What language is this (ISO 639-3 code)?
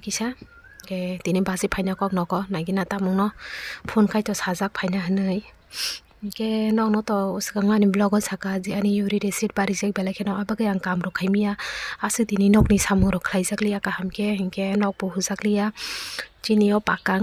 trp